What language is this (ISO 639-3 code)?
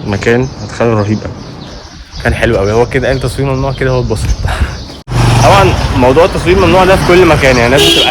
arz